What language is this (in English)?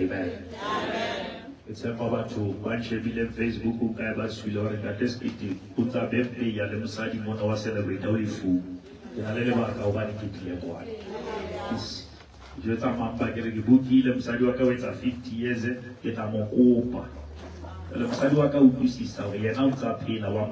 Southern Sotho